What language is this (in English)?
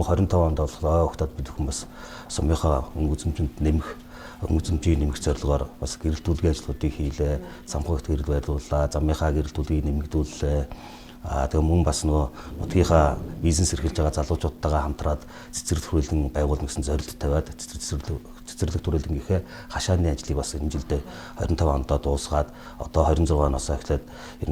Mongolian